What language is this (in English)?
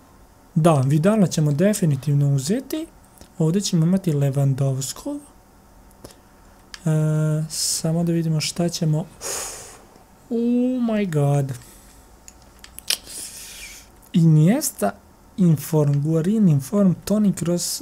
Croatian